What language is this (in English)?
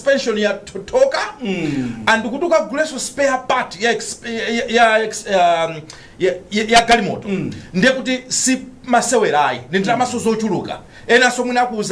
Nyanja